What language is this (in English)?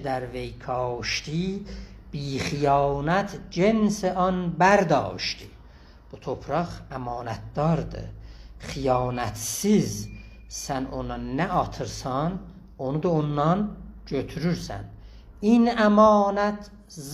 South Azerbaijani